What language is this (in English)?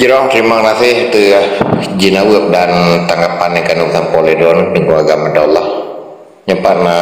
Achinese